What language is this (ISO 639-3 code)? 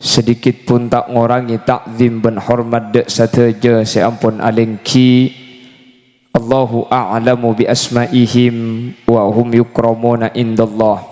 mad